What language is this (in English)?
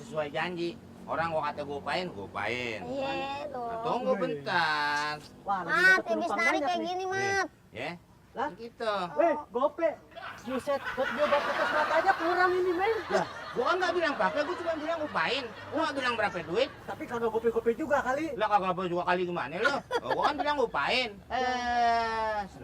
Betawi